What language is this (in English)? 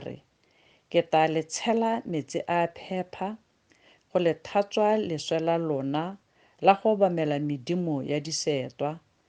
Tswana